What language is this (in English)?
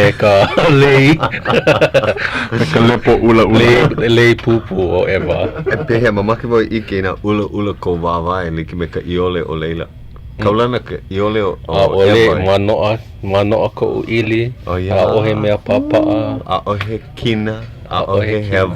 Hawaiian